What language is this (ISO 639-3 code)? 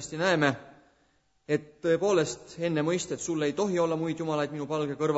est